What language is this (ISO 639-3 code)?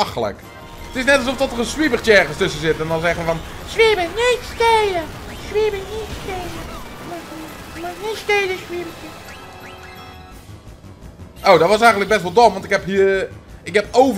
nld